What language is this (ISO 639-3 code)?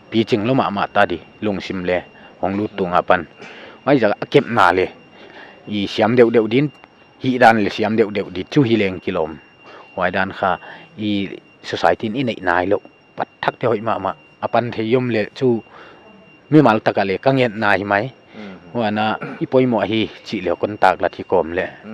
pck